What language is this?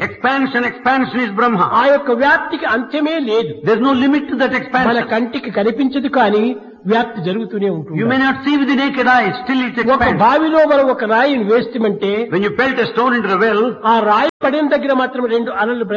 Telugu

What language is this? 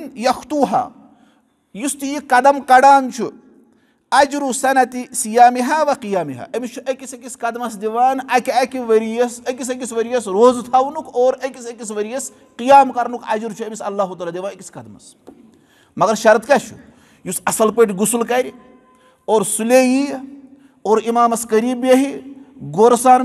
Kashmiri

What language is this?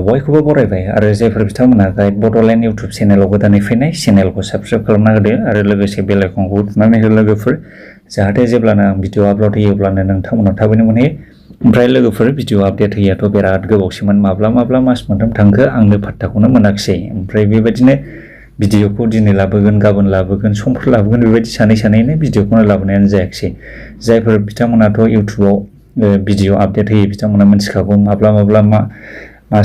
Bodo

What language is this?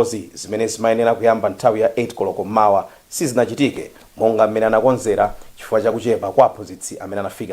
Nyanja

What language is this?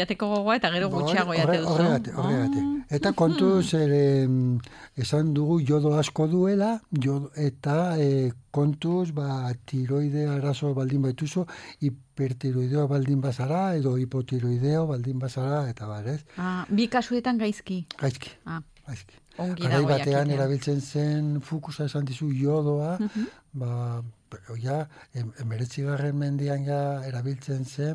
Basque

